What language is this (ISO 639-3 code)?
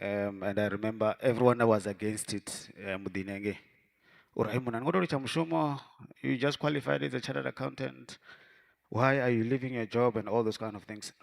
ven